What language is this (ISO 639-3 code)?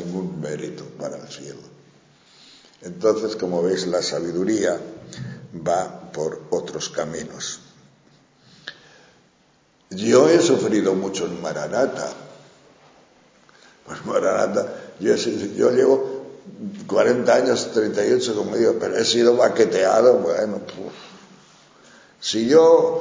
spa